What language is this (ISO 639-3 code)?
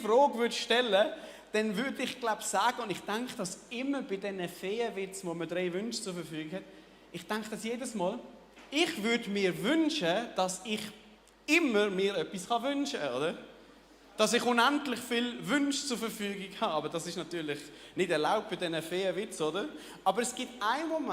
gsw